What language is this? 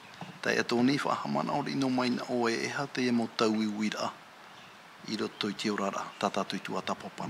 Tahitian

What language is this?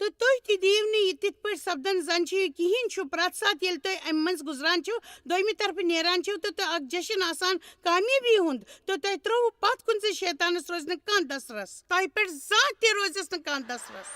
Kashmiri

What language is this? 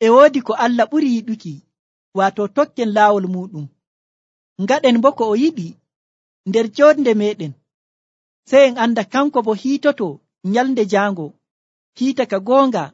Nigerian Fulfulde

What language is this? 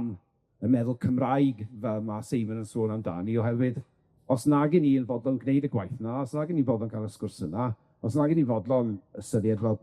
Welsh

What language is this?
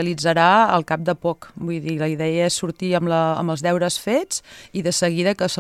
Catalan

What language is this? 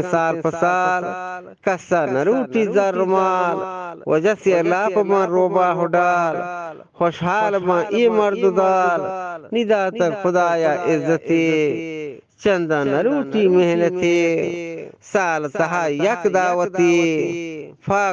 Eastern Balochi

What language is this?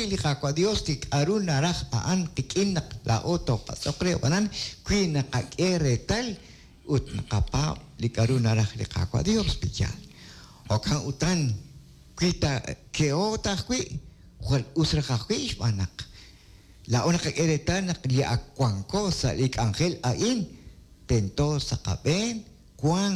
Kekchí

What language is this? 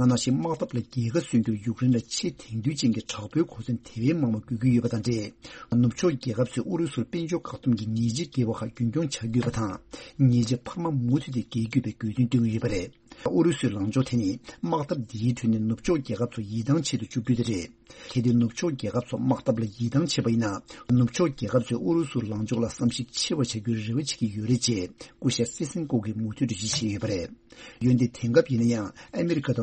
Tibetan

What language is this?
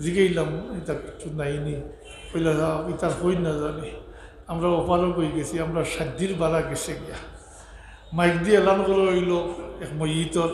Sylheti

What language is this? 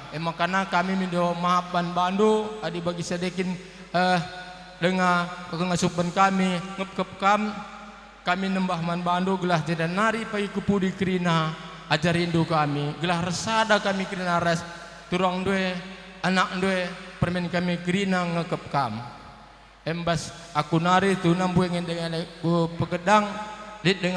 Batak Karo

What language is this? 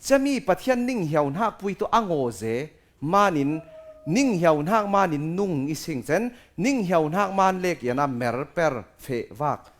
Falam Chin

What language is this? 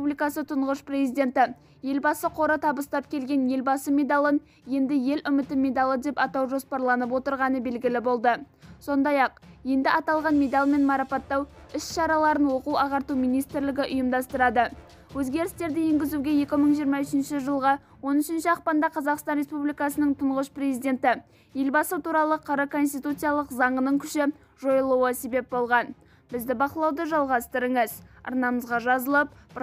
Kazakh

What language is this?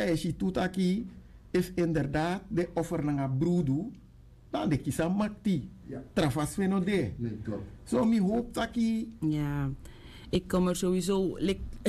Sranan Tongo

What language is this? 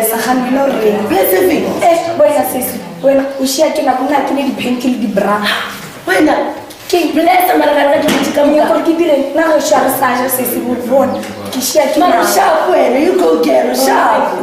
Northern Sotho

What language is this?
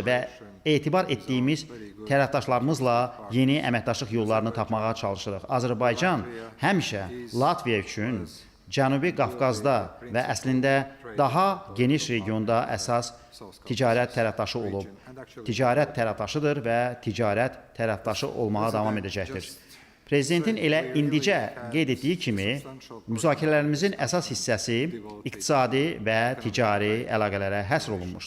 Azerbaijani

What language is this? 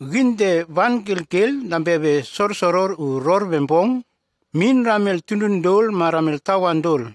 Nume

